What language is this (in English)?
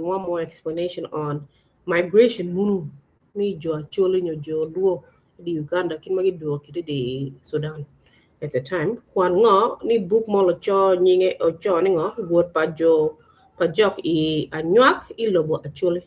Acoli